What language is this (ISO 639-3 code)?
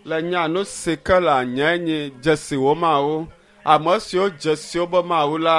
ewe